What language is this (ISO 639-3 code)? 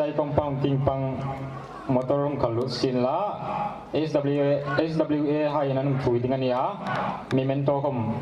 hmr